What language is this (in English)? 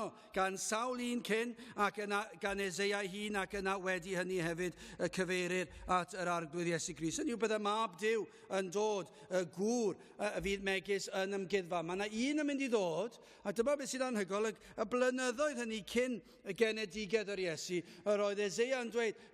Welsh